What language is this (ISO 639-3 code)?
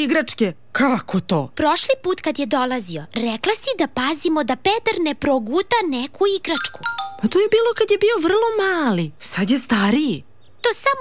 srp